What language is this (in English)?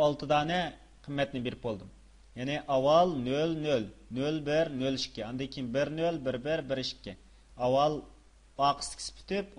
Uyghur